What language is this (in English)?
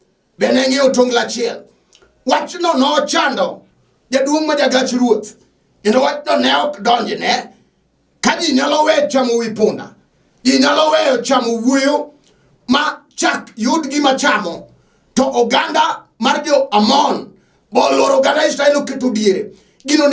Luo (Kenya and Tanzania)